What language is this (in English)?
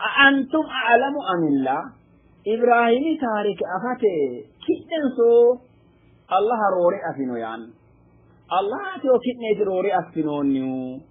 Sidamo